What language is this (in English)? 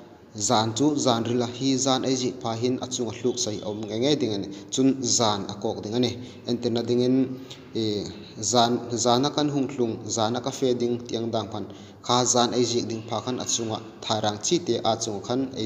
Hmar